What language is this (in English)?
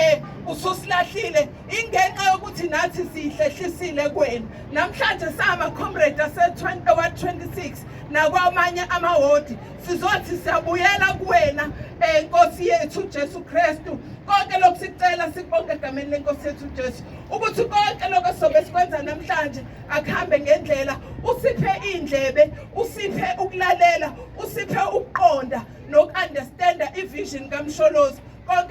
Zulu